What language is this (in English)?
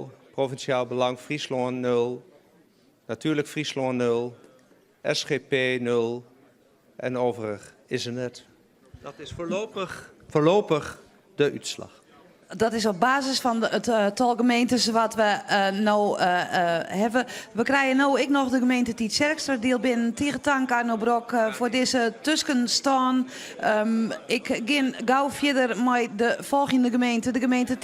Western Frisian